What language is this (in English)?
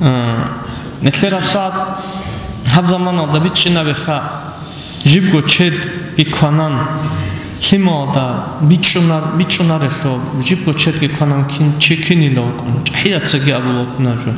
Avaric